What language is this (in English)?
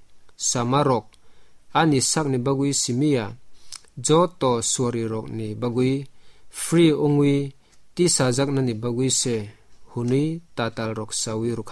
Kok Borok